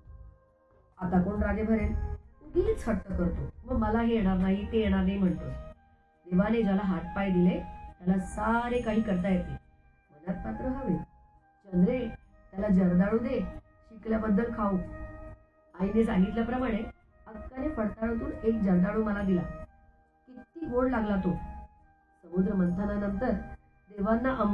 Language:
Marathi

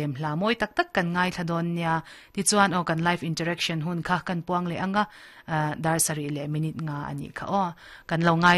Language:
Mizo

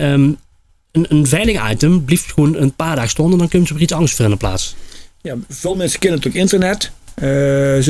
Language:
Limburgish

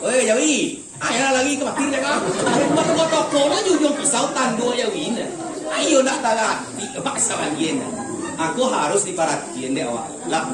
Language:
Minangkabau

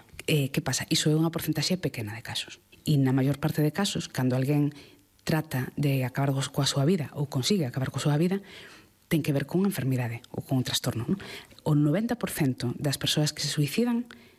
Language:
Galician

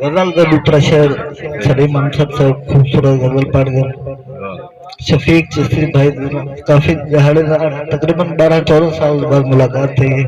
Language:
Saraiki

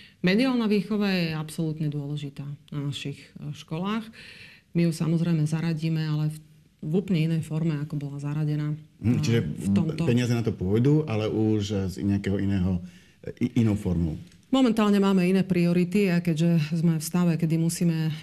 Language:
Slovak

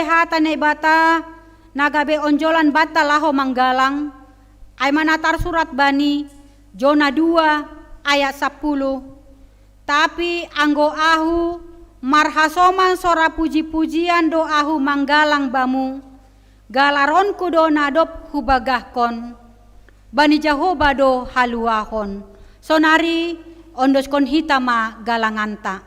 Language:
Batak Simalungun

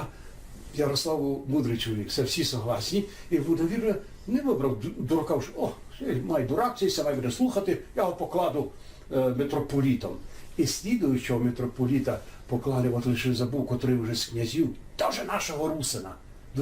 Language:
Rusyn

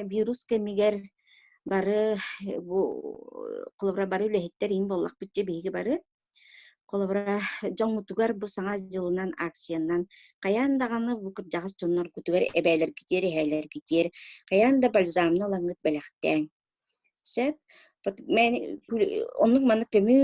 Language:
Yakut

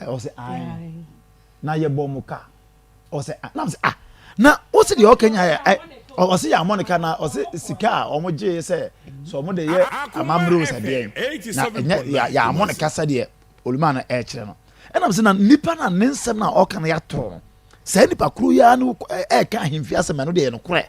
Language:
Akan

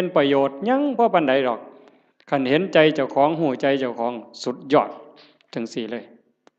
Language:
Northeastern Thai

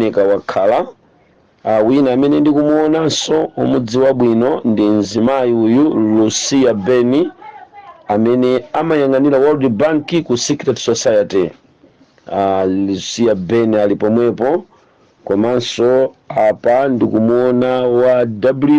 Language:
Nyanja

